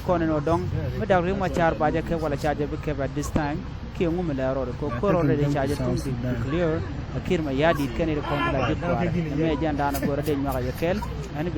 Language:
Nuer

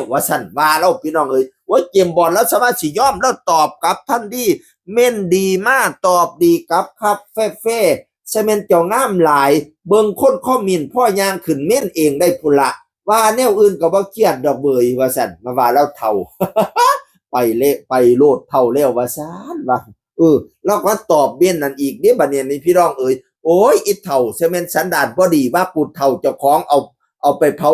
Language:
Northeastern Thai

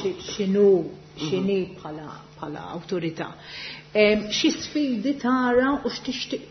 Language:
Maltese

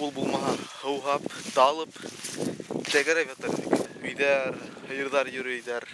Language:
Bashkir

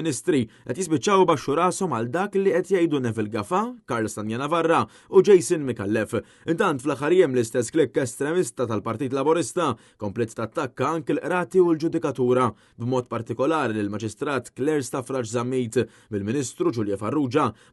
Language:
Maltese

